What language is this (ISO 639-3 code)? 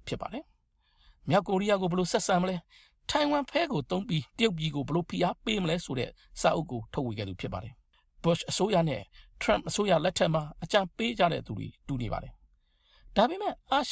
mya